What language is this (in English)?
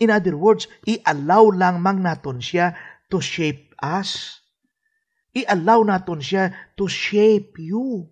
Hiligaynon